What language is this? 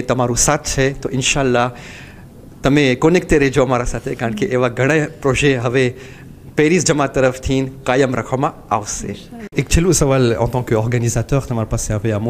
Gujarati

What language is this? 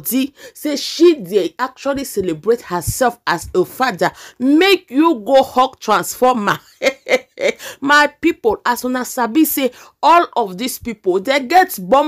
Nigerian Pidgin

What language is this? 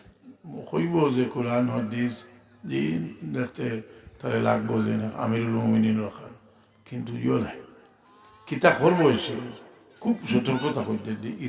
Sylheti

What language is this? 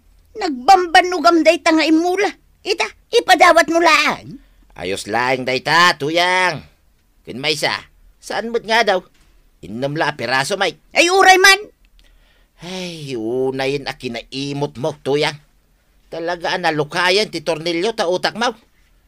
Iloko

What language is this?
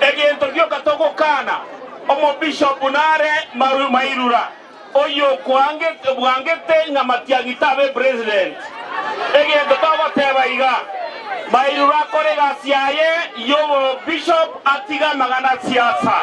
Gusii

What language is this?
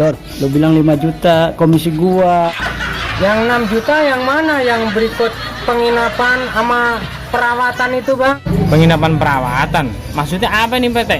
Betawi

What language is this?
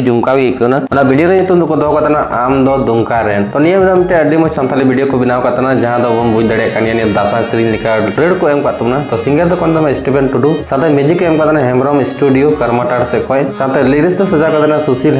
Santali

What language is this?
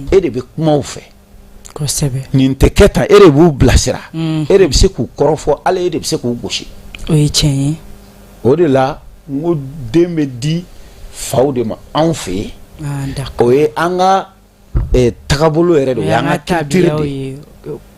Bambara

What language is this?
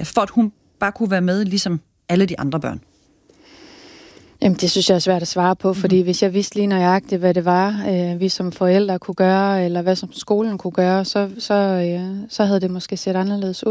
Danish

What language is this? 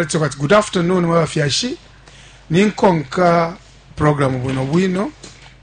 Bemba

